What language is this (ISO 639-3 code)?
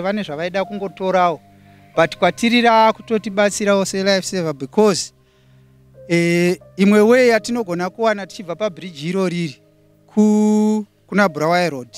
sna